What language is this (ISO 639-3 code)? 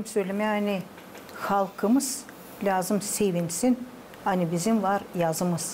gag